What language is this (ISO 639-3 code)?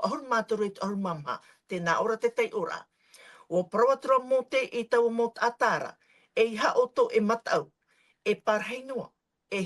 tah